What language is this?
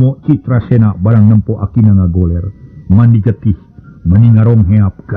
Sundanese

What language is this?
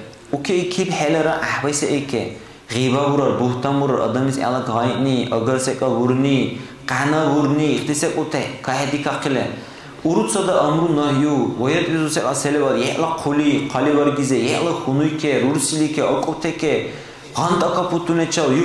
Dargwa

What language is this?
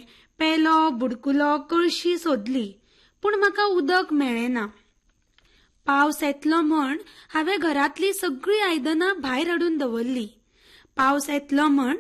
Konkani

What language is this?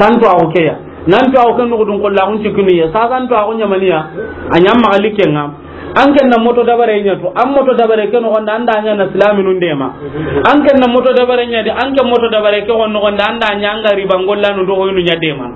Soninke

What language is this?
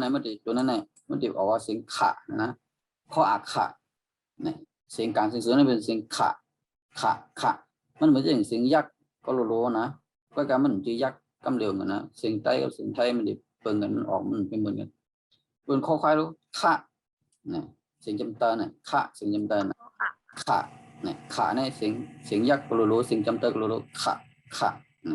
Shan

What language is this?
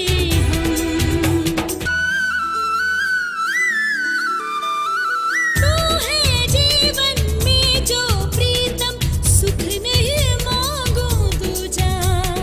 Hindi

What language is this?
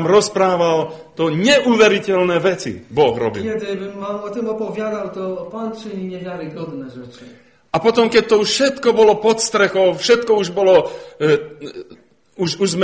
Slovak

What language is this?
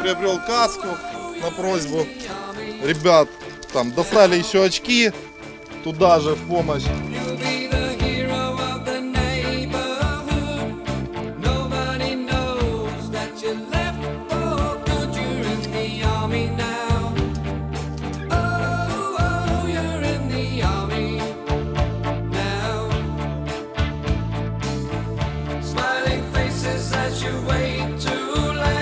Russian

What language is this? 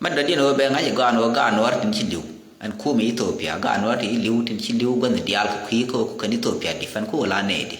Nuer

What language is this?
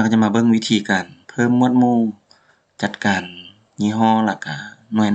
Lao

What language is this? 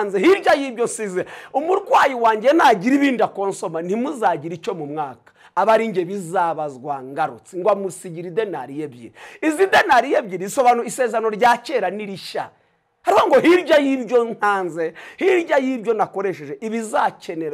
Kinyarwanda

